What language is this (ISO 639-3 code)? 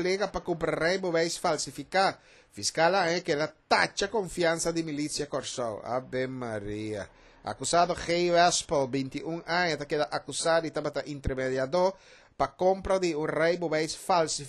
pap